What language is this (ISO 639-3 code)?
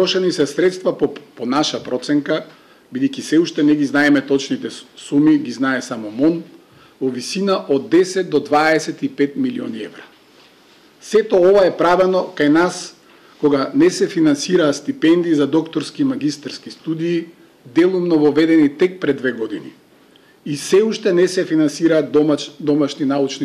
mkd